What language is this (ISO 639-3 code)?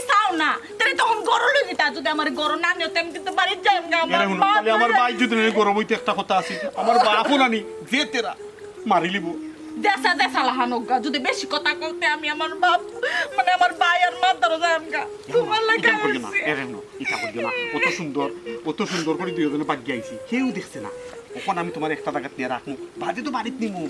syl